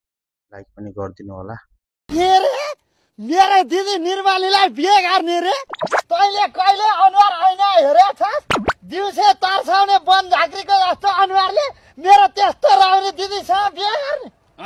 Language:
Nepali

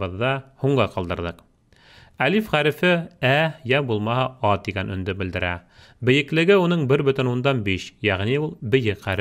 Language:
Bashkir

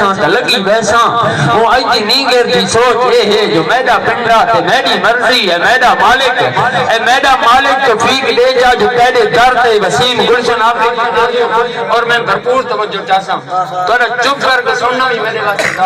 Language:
Saraiki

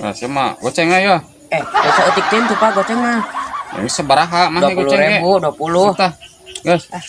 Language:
Sundanese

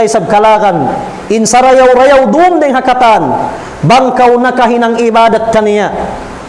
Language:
Tausug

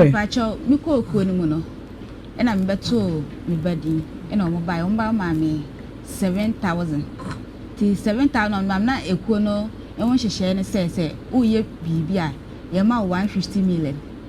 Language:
Akan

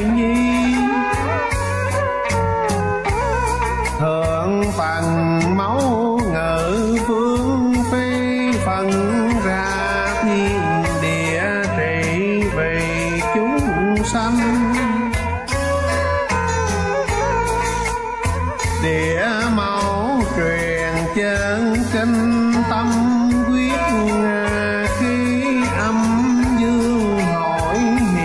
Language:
Vietnamese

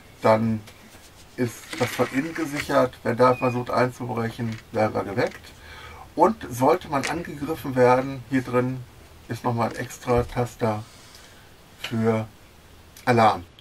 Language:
German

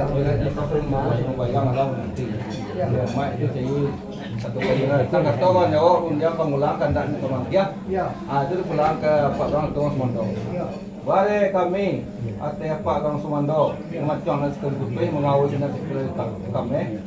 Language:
Minangkabau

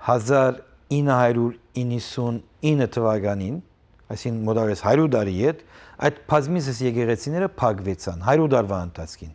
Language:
Western Armenian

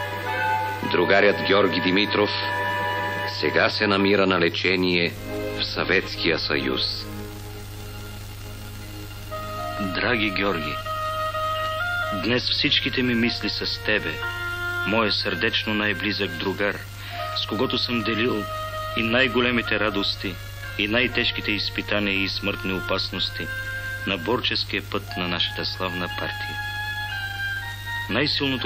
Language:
Bulgarian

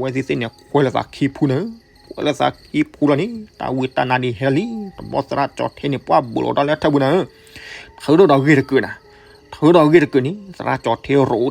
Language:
S'gaw Karen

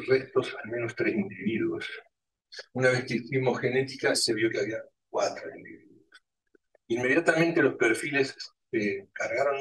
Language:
Spanish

